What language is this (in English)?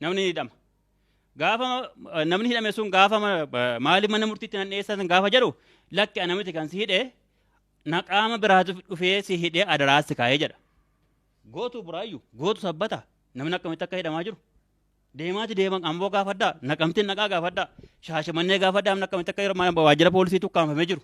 Oromo